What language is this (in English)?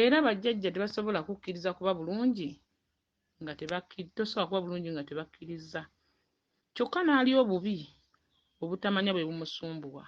Ganda